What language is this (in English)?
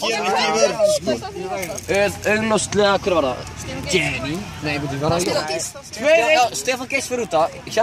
Icelandic